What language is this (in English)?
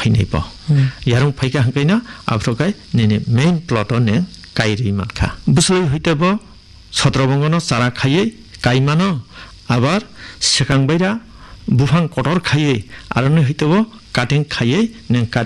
Kok Borok